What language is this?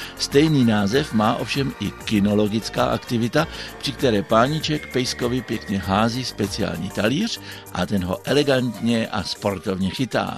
Czech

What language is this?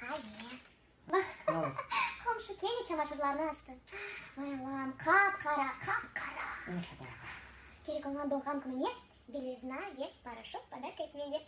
Crimean Tatar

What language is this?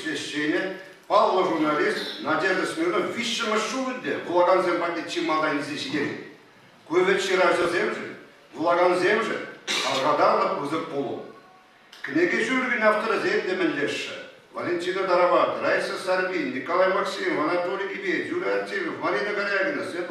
Chuvash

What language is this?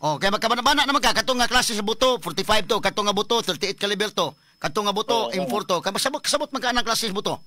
Cebuano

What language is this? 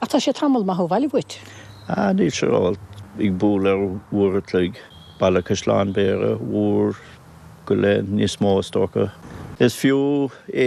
Irish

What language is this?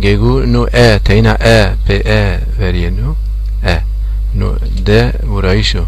Zaza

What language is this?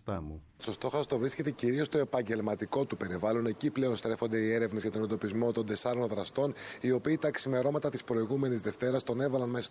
Greek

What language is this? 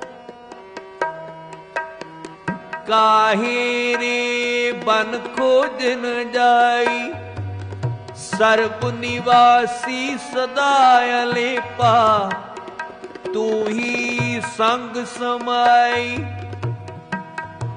Punjabi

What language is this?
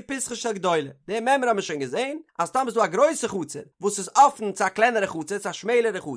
Yiddish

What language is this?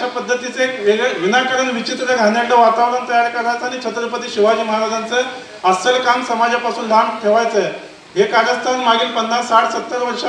Marathi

